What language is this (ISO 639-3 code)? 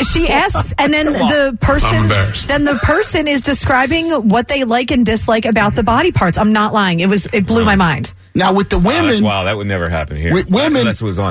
eng